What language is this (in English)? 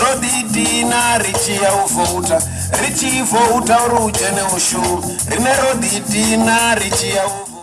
Venda